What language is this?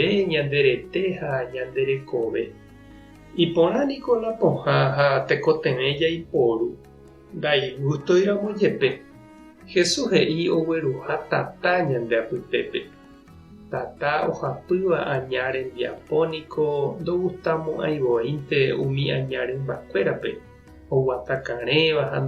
Guarani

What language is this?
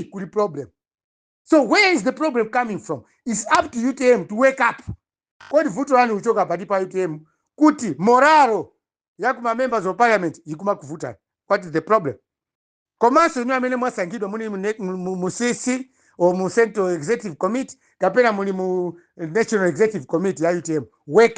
Nyanja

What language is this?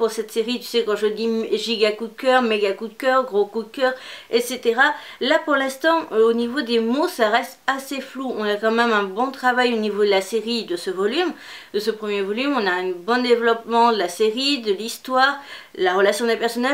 French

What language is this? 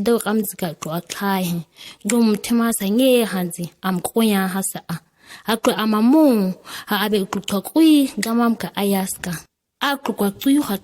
ǁGana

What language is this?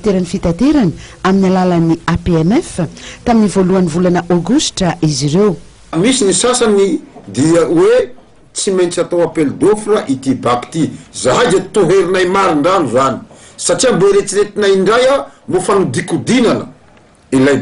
Malagasy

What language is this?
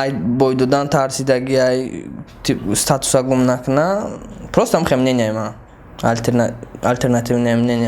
Tajik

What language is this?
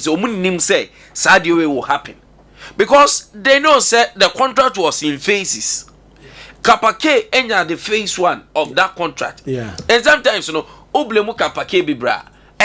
Akan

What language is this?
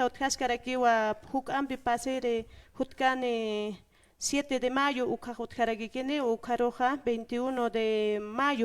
Aymara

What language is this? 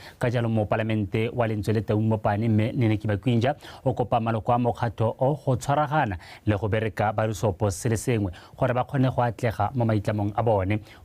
Tswana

